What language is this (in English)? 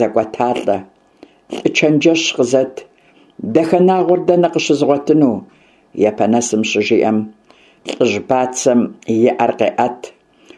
Kabardian